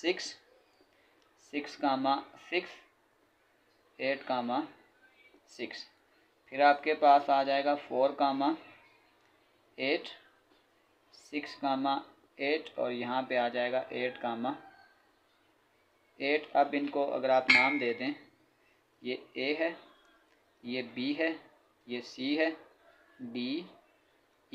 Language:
Hindi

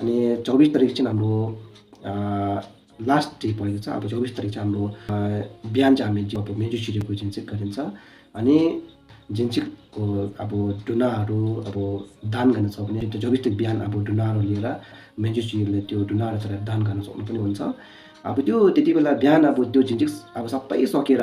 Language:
Nepali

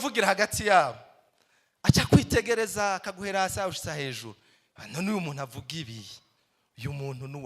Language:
Rundi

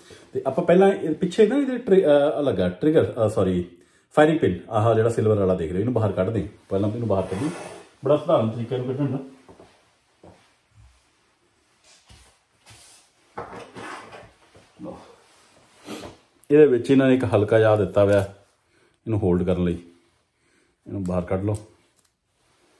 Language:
Punjabi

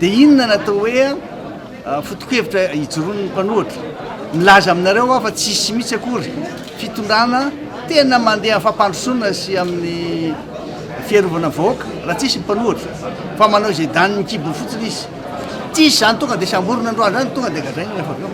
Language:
Malagasy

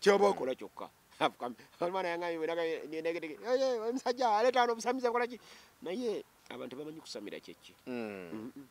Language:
Ganda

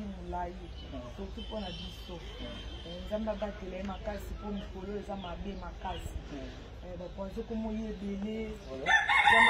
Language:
Lingala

